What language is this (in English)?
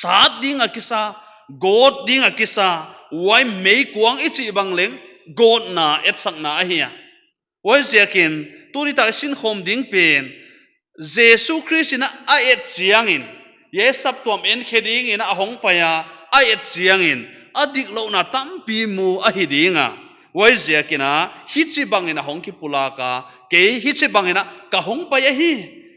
Paite Chin